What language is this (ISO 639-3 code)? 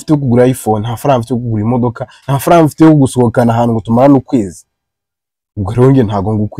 kin